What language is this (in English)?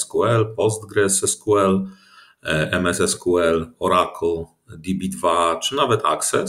Polish